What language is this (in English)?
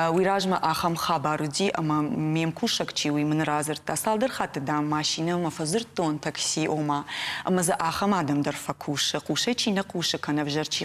Ossetic